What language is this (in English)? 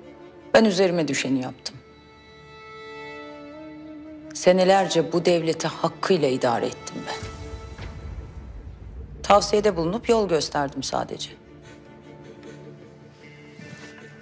Turkish